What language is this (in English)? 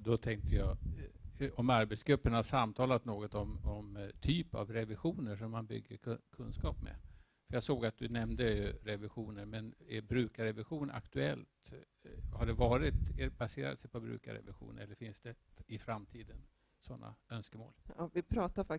Swedish